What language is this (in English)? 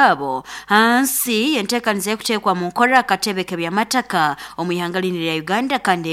Nyoro